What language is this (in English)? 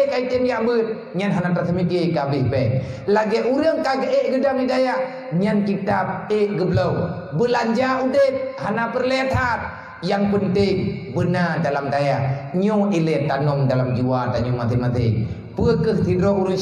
Achinese